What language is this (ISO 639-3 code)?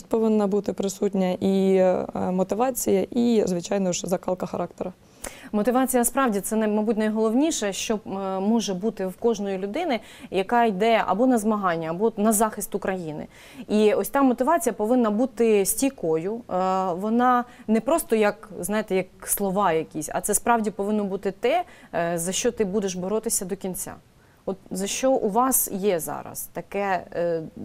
ukr